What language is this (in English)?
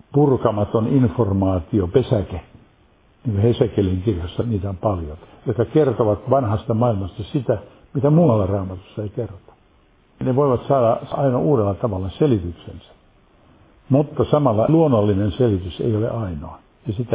Finnish